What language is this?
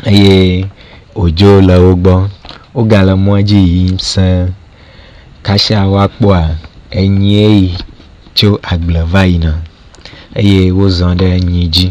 Ewe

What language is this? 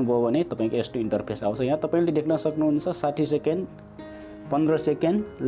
Nepali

